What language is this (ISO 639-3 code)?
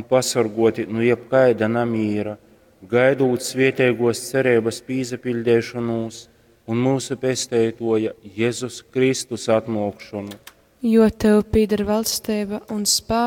ltg